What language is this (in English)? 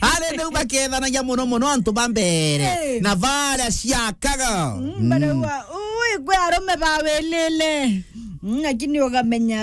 Meru